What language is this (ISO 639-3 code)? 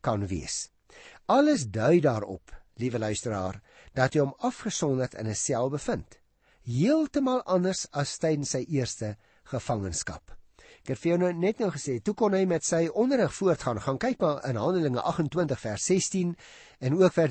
afr